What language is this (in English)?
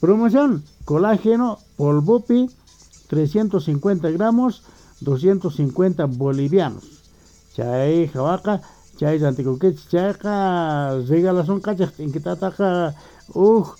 South Bolivian Quechua